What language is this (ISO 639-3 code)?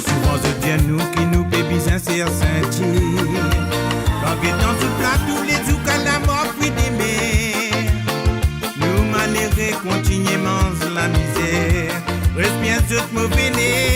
mfe